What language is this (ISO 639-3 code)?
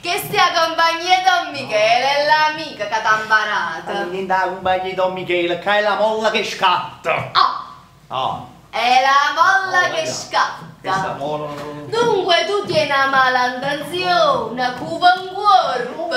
nap